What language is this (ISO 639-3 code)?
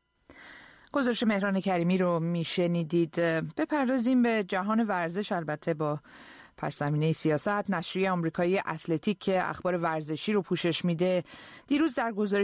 fas